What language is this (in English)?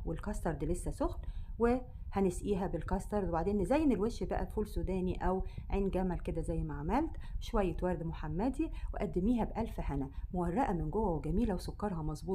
Egyptian Arabic